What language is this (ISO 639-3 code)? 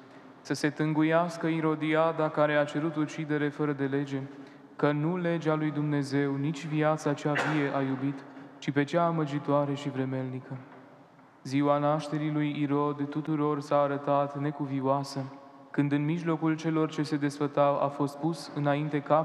ron